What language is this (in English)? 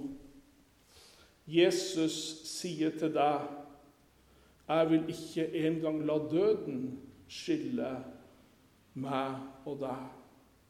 Norwegian